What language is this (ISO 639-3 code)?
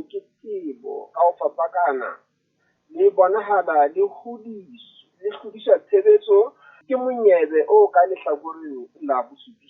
sot